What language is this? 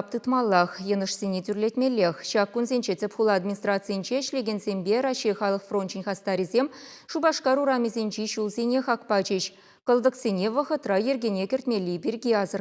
Chuvash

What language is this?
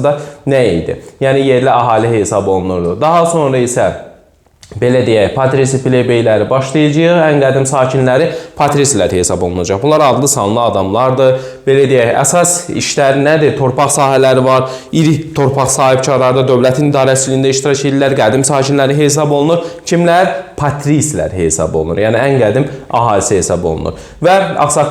Azerbaijani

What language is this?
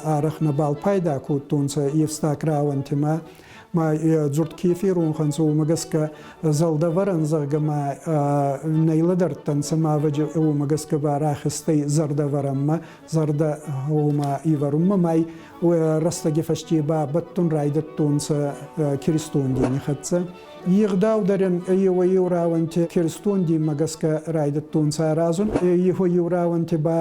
Ossetic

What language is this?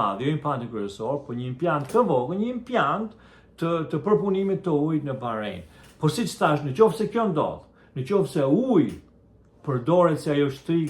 Albanian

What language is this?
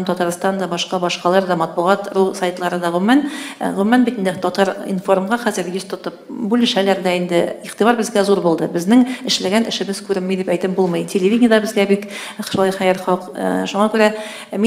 Tatar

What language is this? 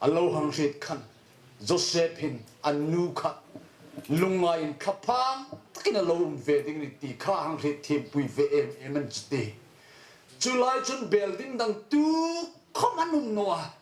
Hmar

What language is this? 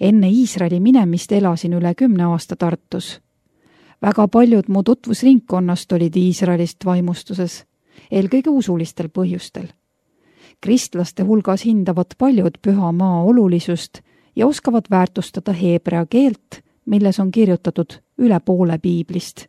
Estonian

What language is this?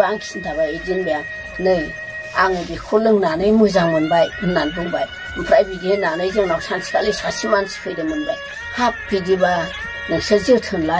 Bodo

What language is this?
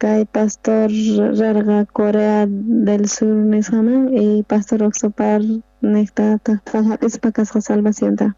South Bolivian Quechua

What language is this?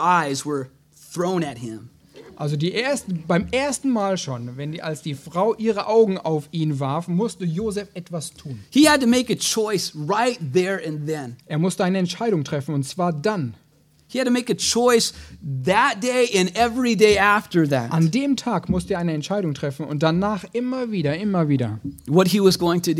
German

